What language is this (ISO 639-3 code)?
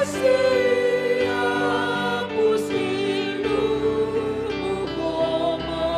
bts